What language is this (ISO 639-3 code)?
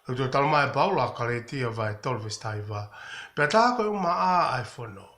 ton